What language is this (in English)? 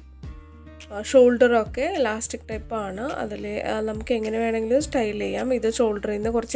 Malayalam